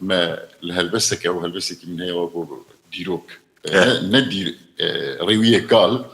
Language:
Kurdish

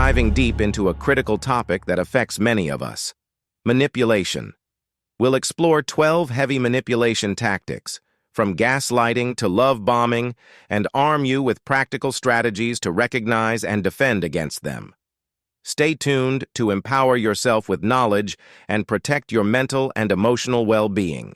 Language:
English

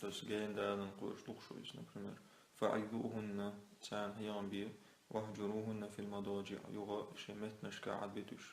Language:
Chechen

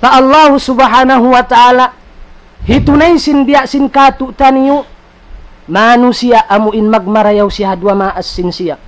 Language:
Tausug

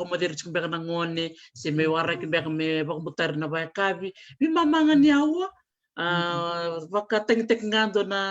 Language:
Fijian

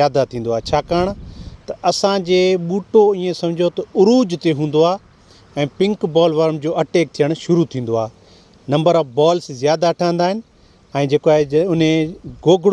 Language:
Sindhi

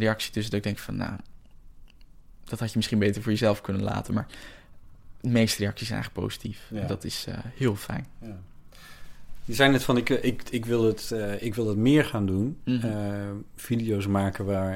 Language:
Dutch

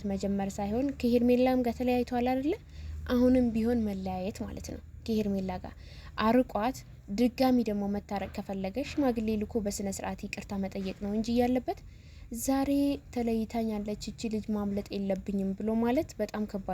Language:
Amharic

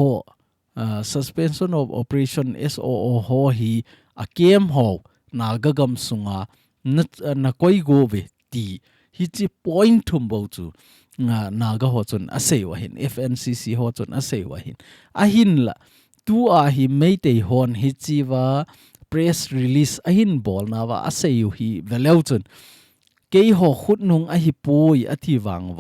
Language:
Thado Chin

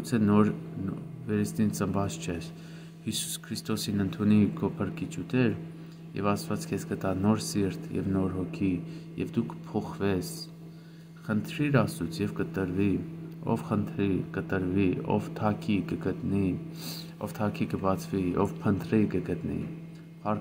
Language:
Armenian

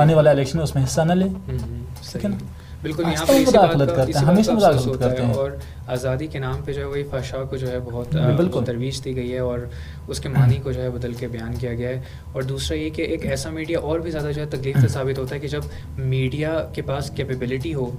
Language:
Urdu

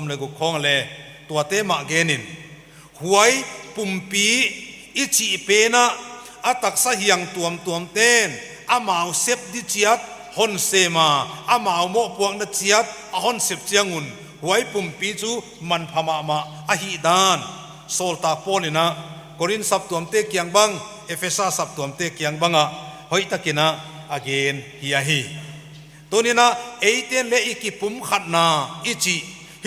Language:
Paite Chin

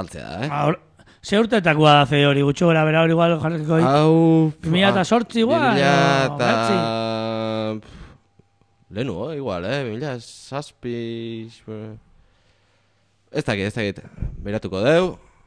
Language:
Basque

